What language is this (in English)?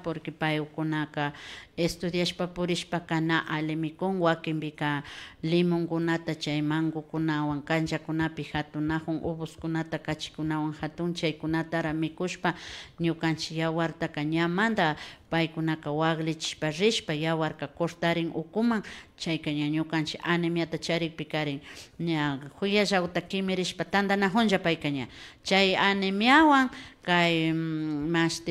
Imbabura Highland Quichua